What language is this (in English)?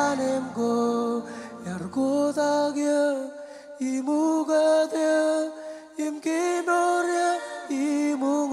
Marshallese